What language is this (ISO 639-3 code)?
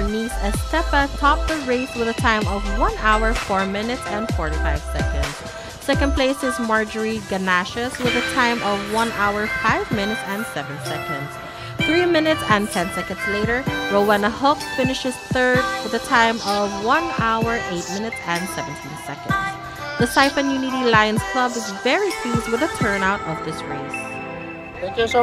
eng